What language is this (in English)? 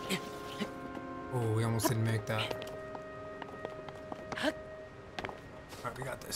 English